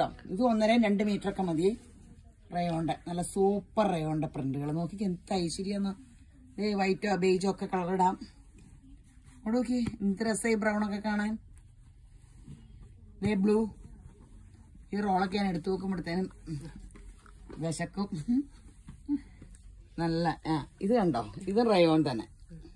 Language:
Malayalam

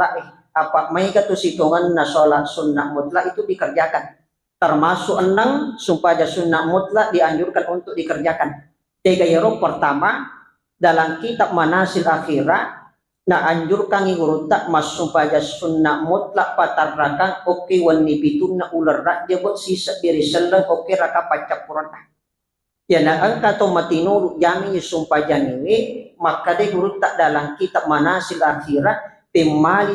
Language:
Buginese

